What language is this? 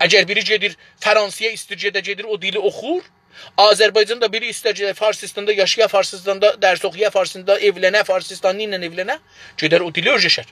South Azerbaijani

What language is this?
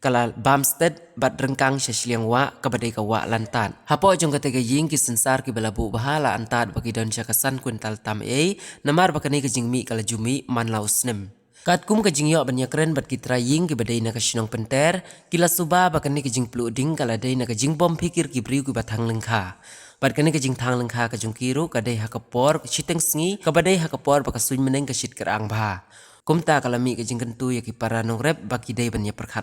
Khasi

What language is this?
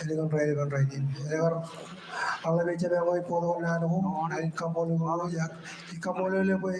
Marshallese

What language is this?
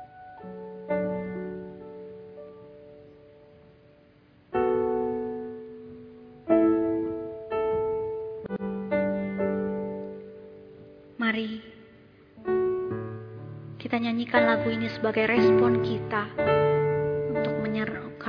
Indonesian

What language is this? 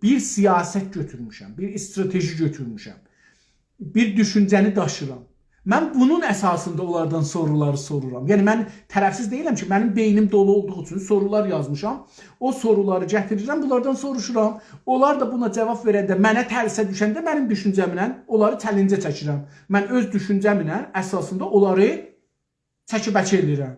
South Azerbaijani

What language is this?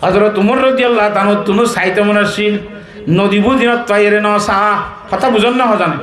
Rohingya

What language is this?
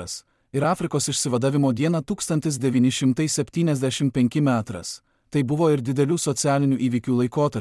Lithuanian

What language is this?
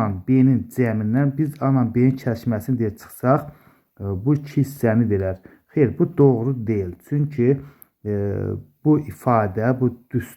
Azerbaijani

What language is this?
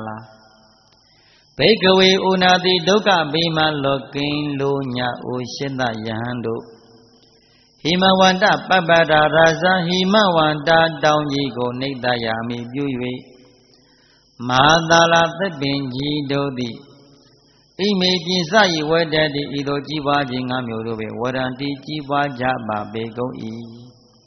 Burmese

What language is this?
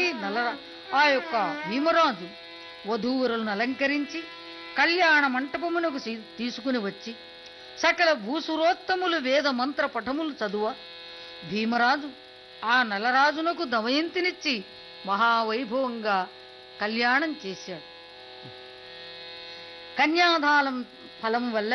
Telugu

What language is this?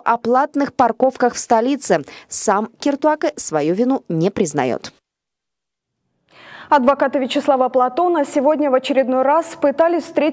Russian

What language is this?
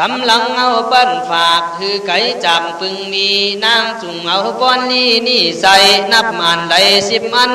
Khün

